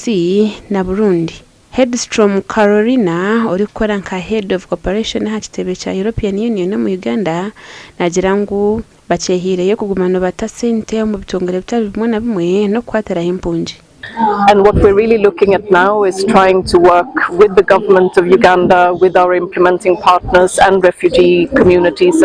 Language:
Nyankole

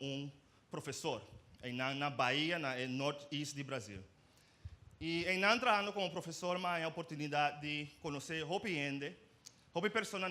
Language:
Papiamento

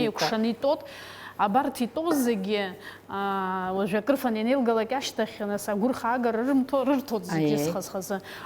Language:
Abkhazian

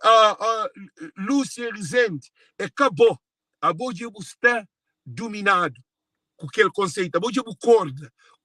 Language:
Kabuverdianu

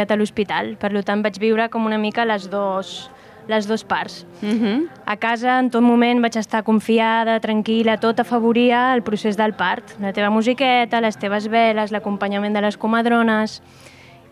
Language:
Catalan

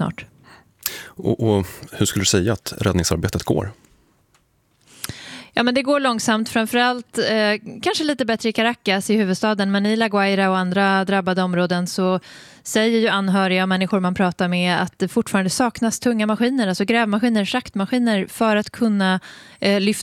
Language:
Swedish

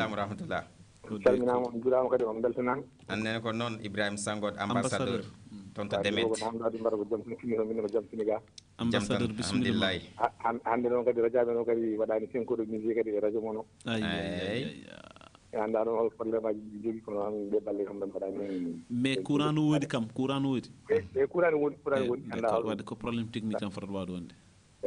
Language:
Fula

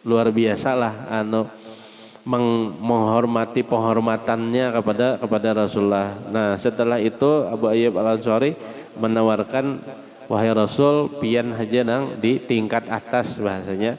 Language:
Banjar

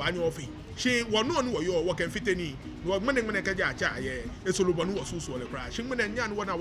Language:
Ga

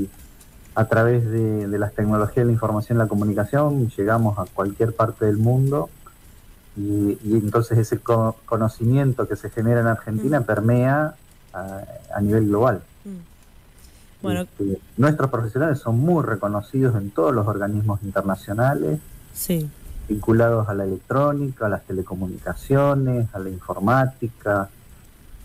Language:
Spanish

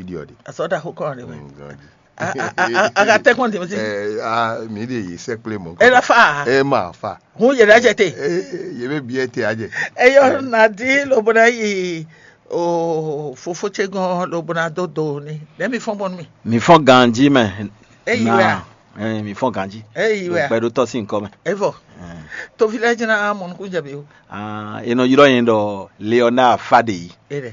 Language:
Fon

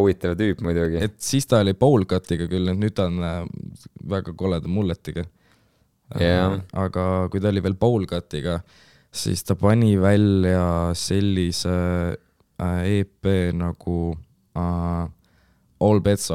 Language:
Estonian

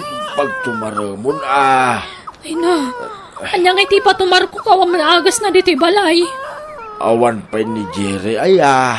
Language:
Iloko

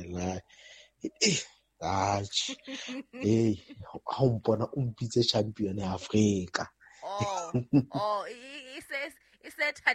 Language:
Southern Sotho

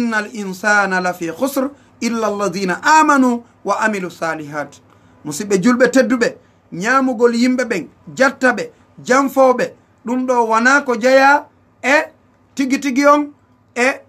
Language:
Fula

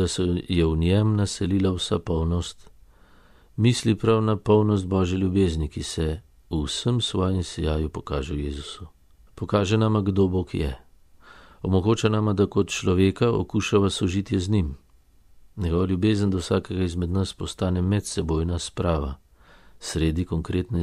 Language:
Slovenian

